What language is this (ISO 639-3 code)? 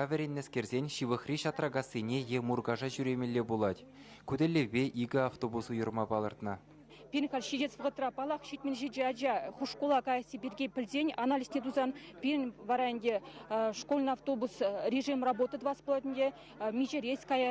chv